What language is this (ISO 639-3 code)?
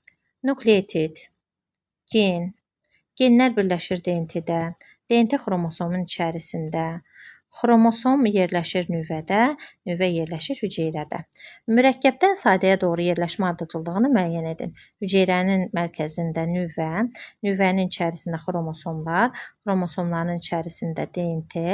aze